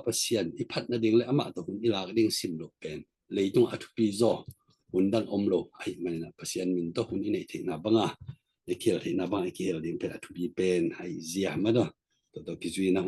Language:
Tedim Chin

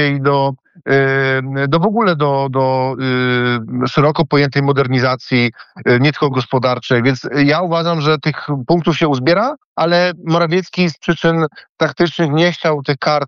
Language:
Polish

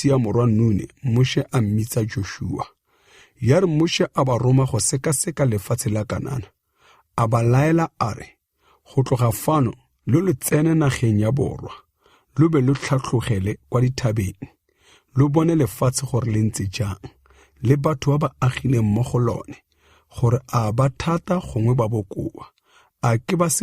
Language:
Tswana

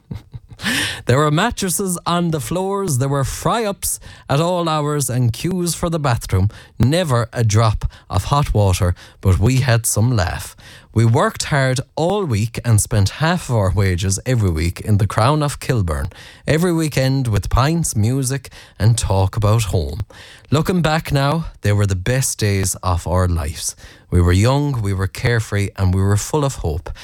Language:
English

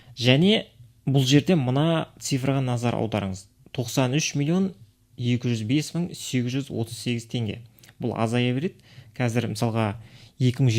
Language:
Kazakh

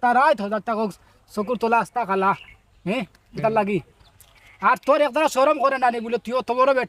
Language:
Sylheti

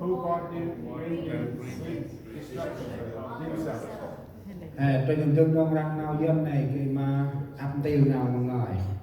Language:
Central Mnong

